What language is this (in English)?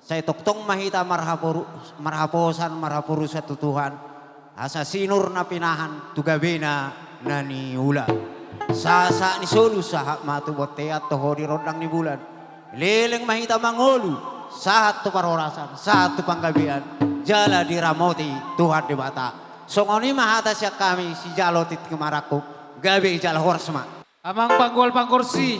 Batak Toba